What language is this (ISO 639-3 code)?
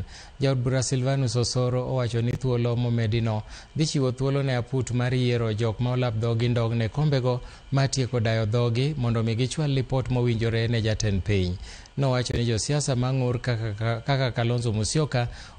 luo